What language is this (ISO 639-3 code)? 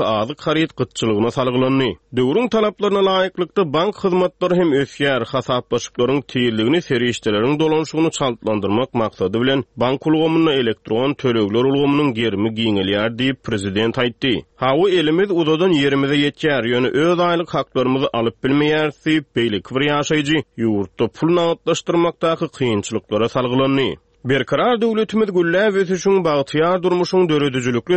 tuk